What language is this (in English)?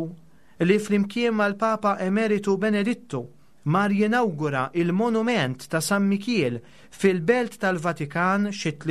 Maltese